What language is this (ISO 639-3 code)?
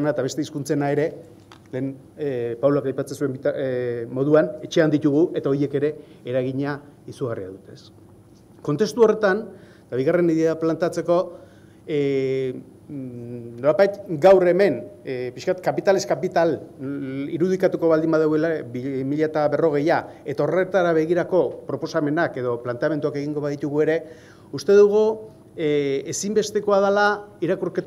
eus